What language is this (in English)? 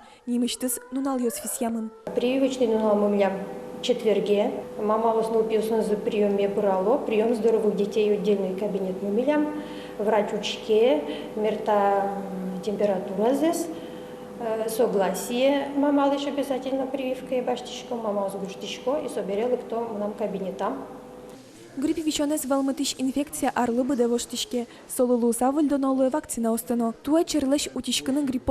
Udmurt